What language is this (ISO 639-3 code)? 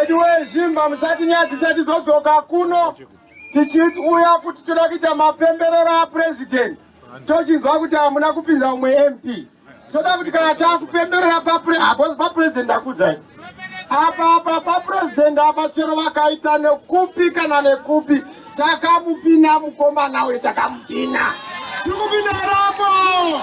sna